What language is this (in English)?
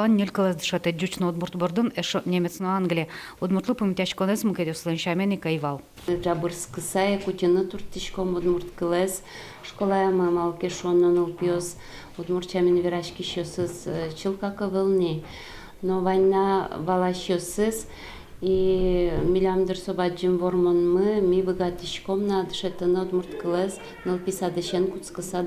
Udmurt